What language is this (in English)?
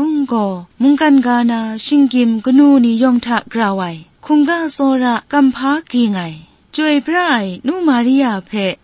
Kachin